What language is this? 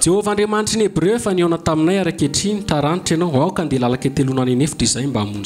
Malagasy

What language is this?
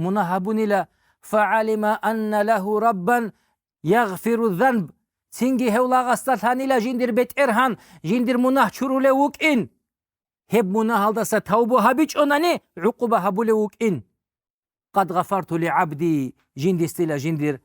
Avaric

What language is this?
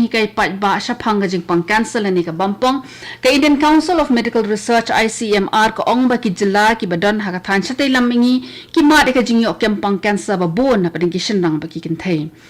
Khasi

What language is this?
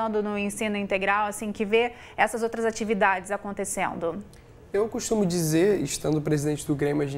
Portuguese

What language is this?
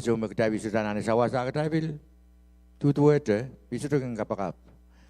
Pohnpeian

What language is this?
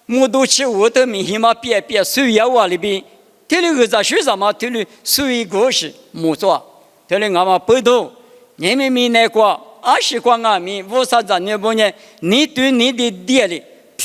Lisu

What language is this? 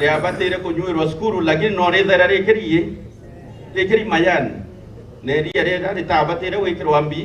Meru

